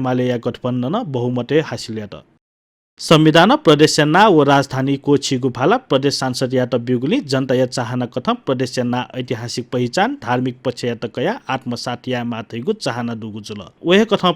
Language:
Newari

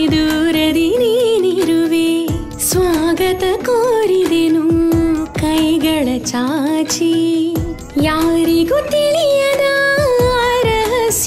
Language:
Kannada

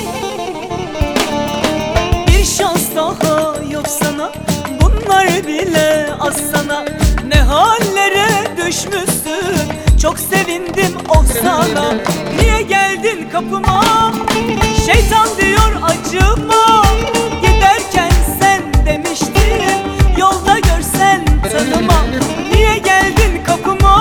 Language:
Turkish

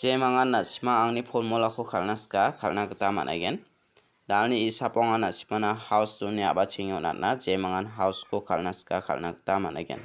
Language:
Garo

